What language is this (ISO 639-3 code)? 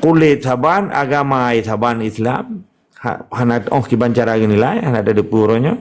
ace